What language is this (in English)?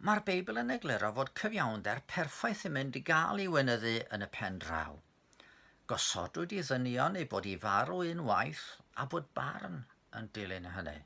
Welsh